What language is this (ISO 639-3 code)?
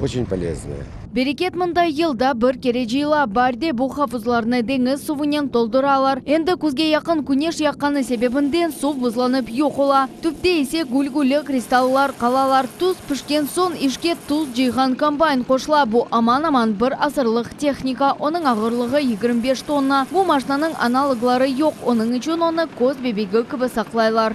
crh